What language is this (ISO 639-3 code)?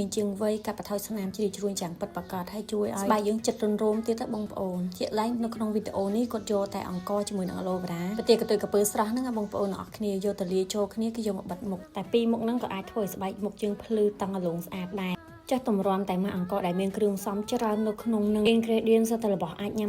khm